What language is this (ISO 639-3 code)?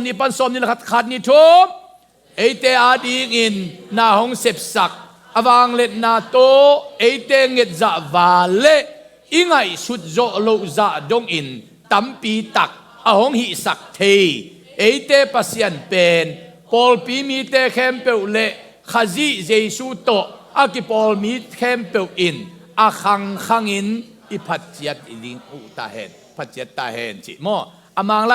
ctd